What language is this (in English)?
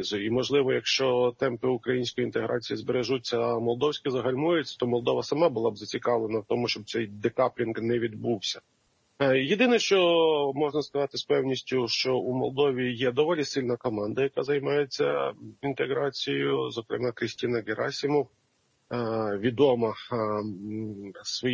Ukrainian